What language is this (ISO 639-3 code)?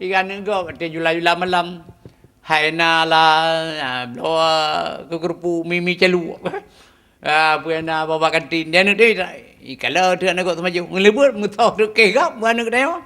ace